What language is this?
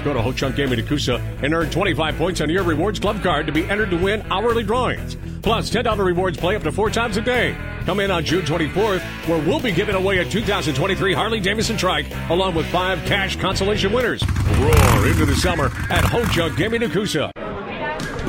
English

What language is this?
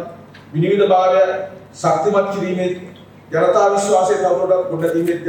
Sinhala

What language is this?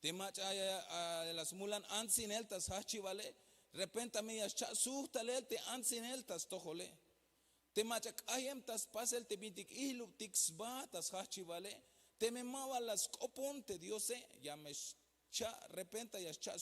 Tzeltal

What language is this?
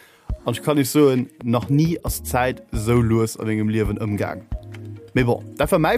Luxembourgish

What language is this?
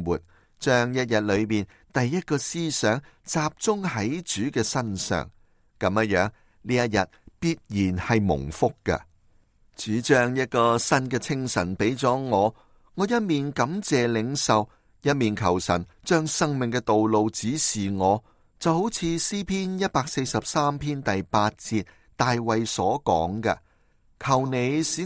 Cantonese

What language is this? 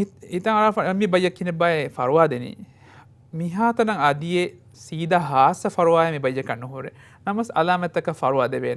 Divehi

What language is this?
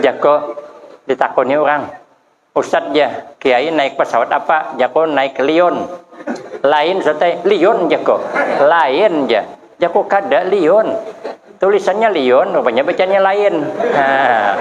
Banjar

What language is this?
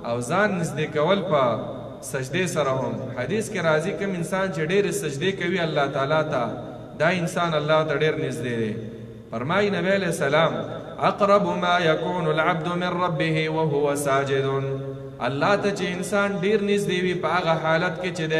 Pashto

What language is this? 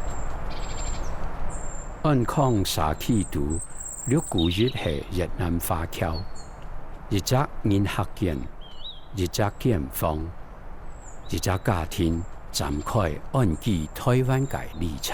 Hakka Chinese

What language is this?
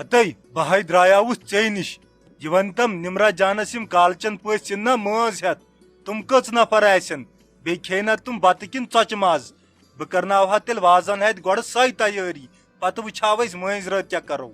Kashmiri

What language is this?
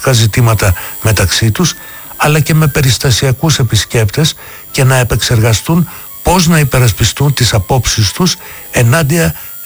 Greek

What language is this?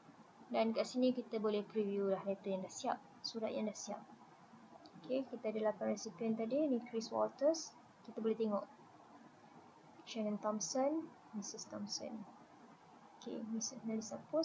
Malay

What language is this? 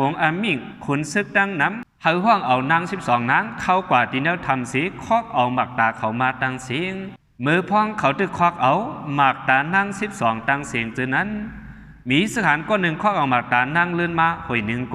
Shan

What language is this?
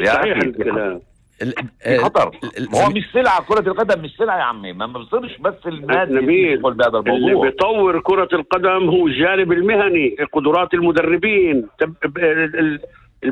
North Levantine Arabic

